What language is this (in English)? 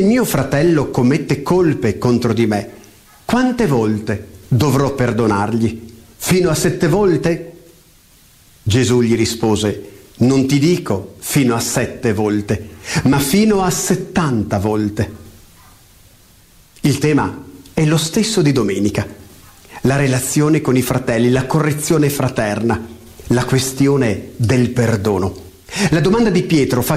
Italian